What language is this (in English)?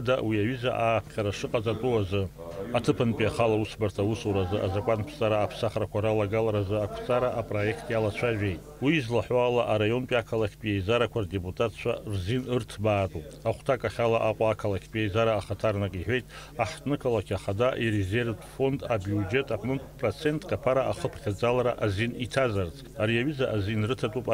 Abkhazian